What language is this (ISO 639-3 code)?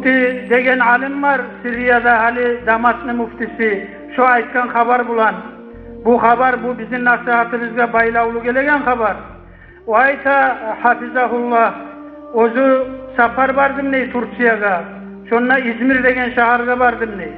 kum